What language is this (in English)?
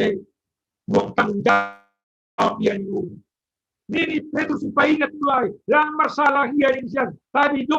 Batak Simalungun